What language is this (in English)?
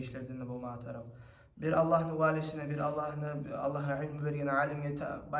Kumyk